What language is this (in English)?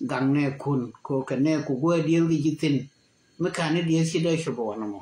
Nuer